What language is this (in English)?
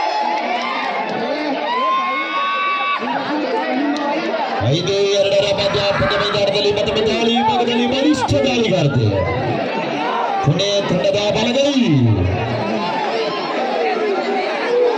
Kannada